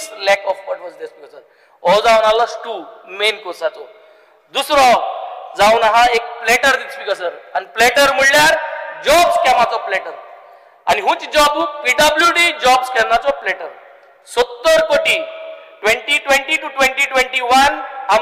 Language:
Konkani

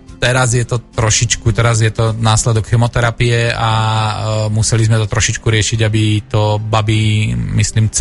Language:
Slovak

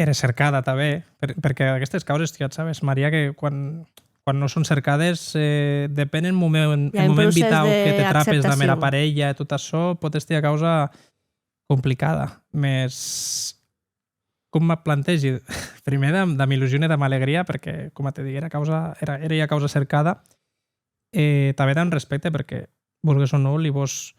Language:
Occitan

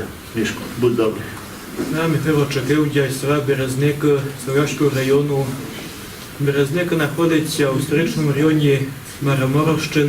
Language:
Rusyn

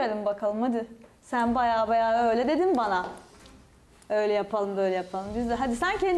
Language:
Turkish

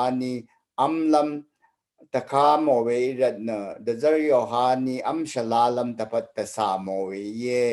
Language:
Rawang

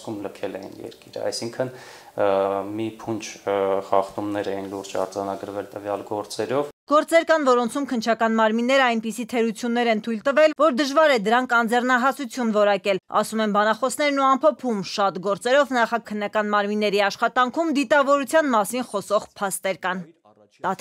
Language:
Armenian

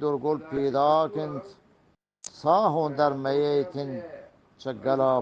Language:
Eastern Balochi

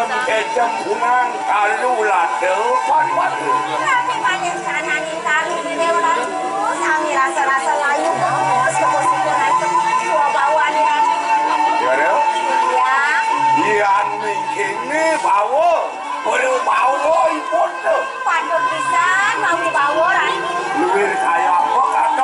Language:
Balinese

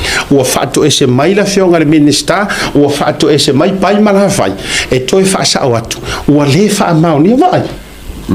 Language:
Samoan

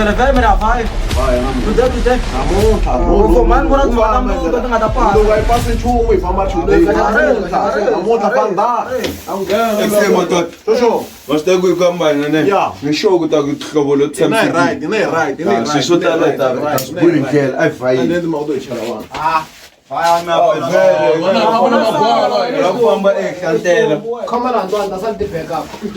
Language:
Tsonga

